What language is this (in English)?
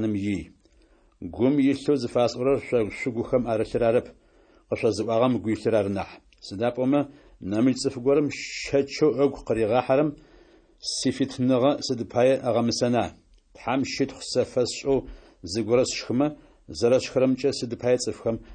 Adyghe